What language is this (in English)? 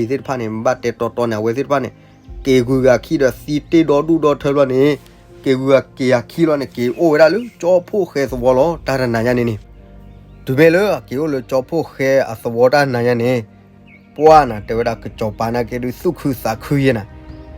S'gaw Karen